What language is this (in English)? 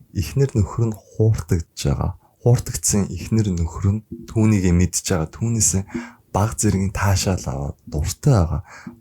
Mongolian